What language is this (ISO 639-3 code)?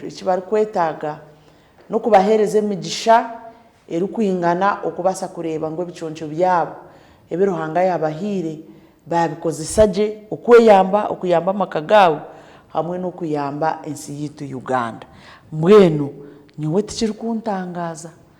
nyn